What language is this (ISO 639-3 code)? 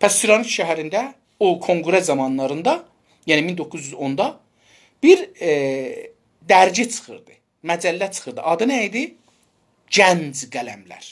azb